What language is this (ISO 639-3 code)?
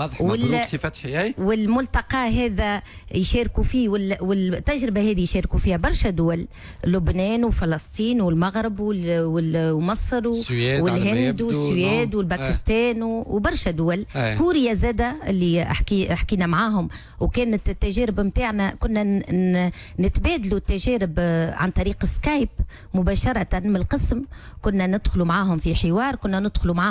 aeb